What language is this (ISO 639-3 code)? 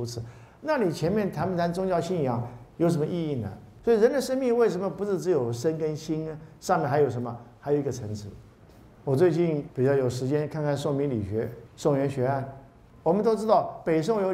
zho